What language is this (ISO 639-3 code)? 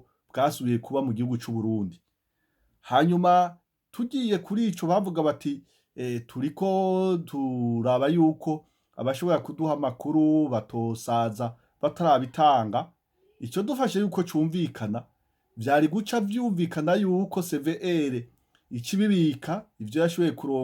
run